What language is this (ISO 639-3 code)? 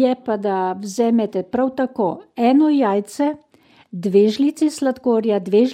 slv